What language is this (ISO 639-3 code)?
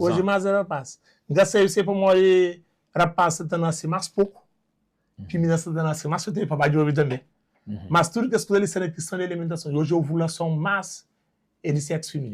kea